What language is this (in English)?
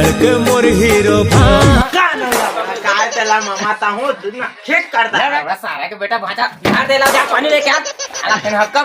Chhattisgarhi